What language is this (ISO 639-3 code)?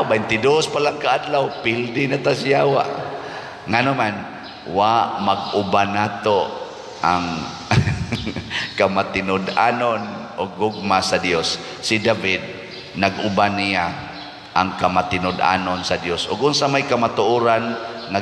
ceb